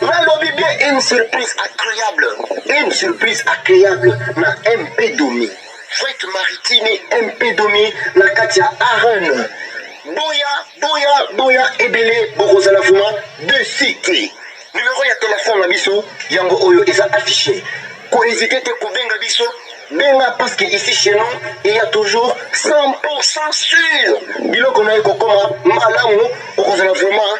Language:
Lingala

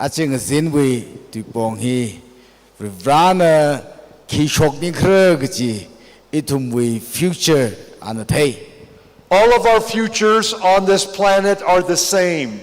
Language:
Tangkhul Naga (India)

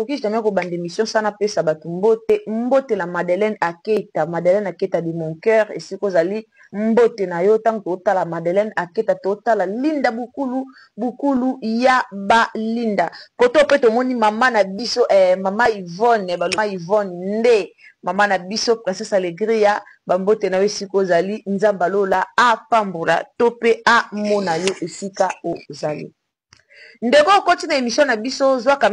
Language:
Lingala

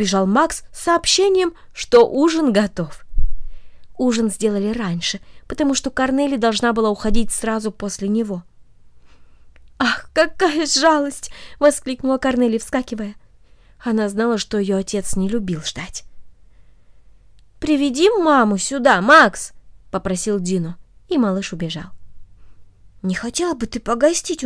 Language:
Russian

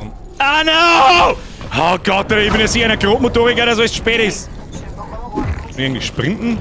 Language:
Bavarian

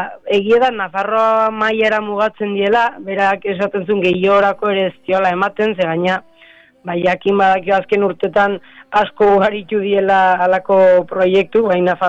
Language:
Basque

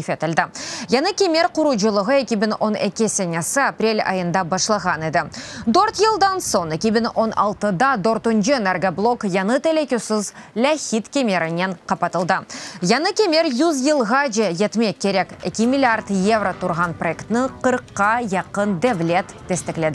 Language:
Crimean Tatar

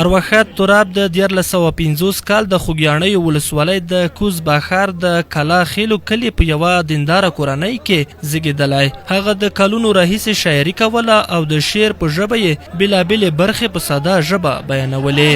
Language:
Pashto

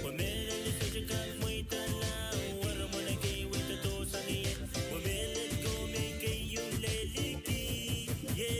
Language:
Pohnpeian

